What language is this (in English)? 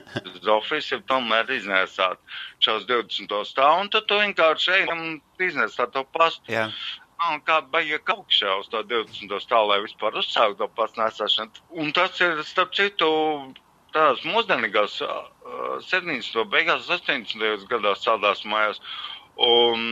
Latvian